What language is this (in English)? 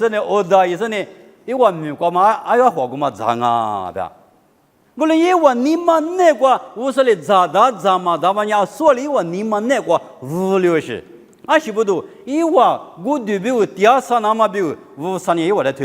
Lisu